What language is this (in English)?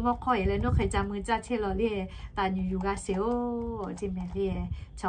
Lahu